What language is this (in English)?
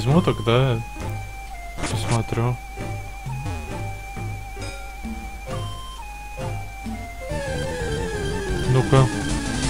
Russian